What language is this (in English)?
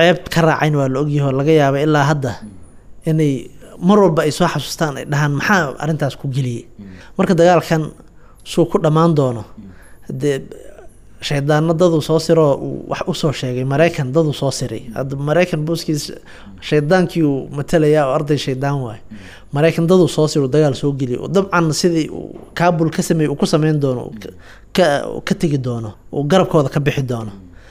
Somali